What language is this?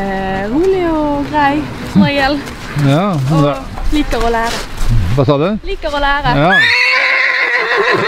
Norwegian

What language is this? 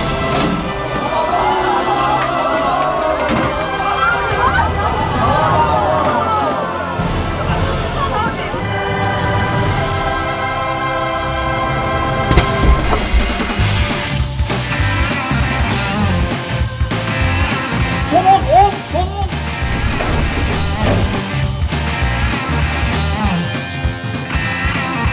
Turkish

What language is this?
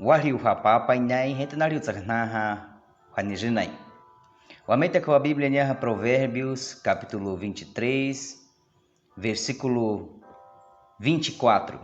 Baniwa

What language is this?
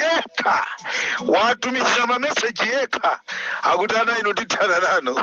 Nyanja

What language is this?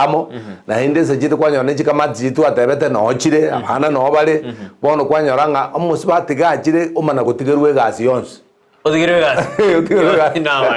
Gusii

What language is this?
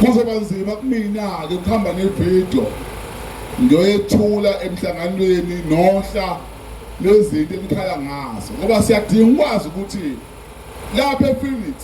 Zulu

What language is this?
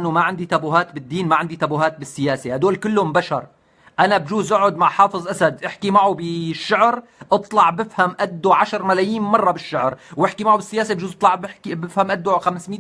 North Levantine Arabic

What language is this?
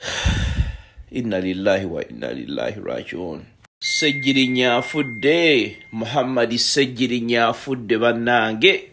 Ganda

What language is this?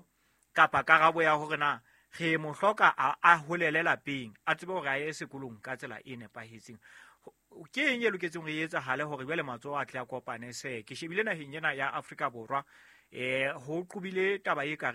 Southern Sotho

